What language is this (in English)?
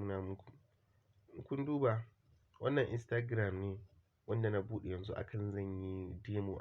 Hausa